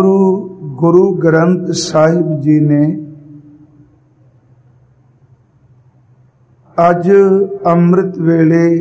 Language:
Punjabi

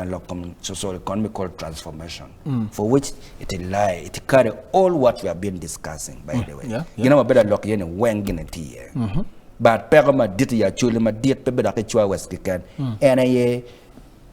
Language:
Acoli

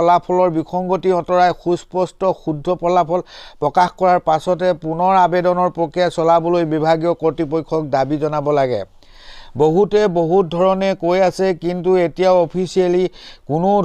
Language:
Assamese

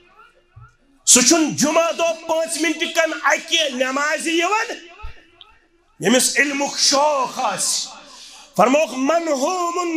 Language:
Kashmiri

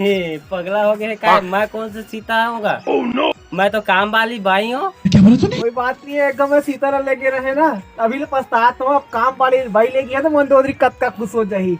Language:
Chhattisgarhi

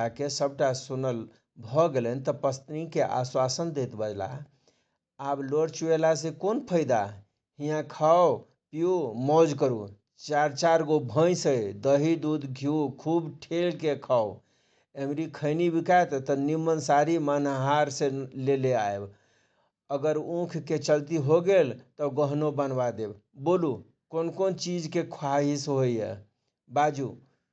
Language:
Maithili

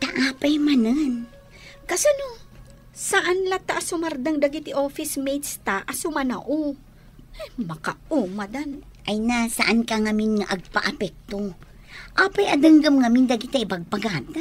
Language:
Iloko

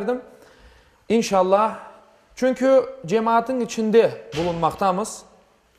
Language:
Crimean Tatar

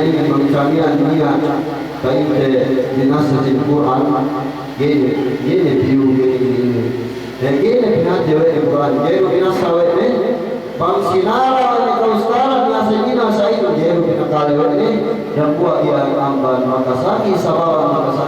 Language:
Yakan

